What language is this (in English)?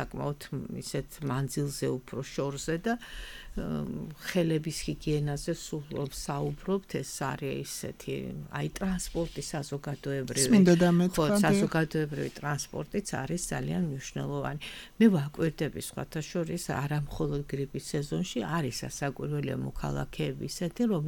Georgian